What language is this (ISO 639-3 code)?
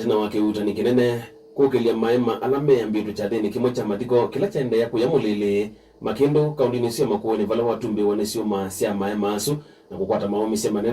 kam